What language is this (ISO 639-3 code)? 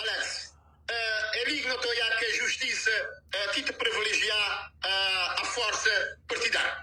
kea